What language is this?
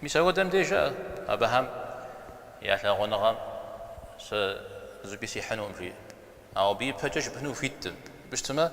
Kabardian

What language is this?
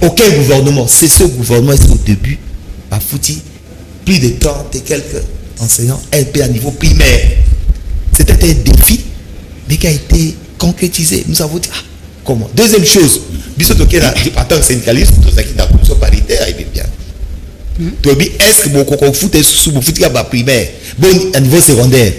Lingala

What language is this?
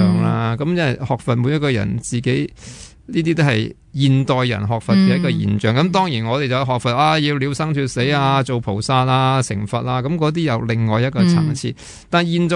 Cantonese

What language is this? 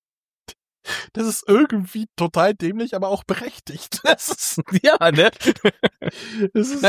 German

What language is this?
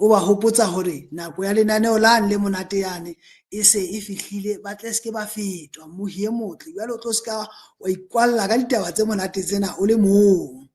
Southern Sotho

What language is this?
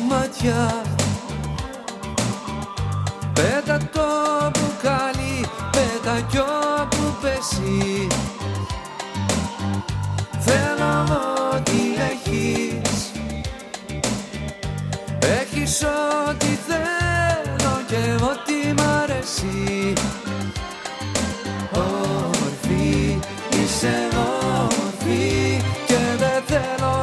Greek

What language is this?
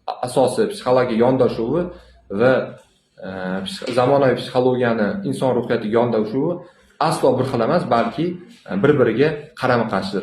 Uzbek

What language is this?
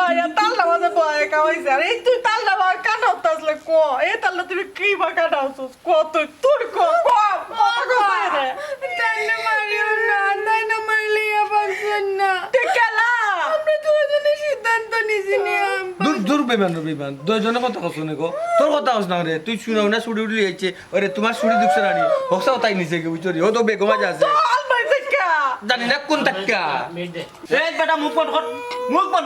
Sylheti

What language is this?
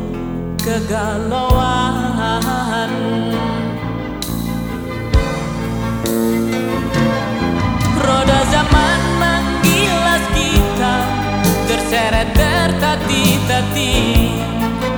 Indonesian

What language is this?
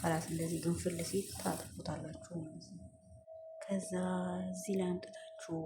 Amharic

